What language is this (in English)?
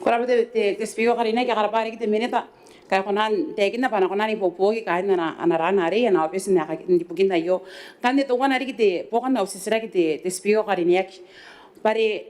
Gilbertese